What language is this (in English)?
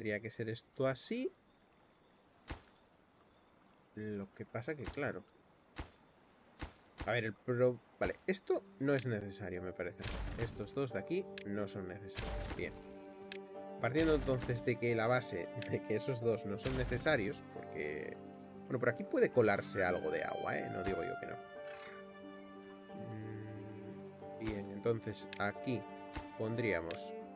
Spanish